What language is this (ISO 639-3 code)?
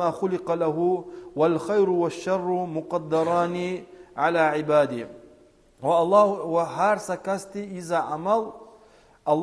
lez